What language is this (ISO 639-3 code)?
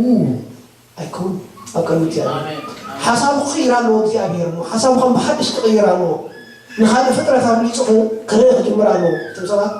tir